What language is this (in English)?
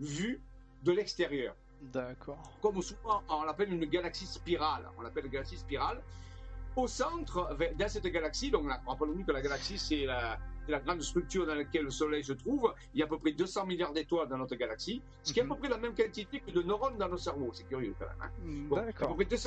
French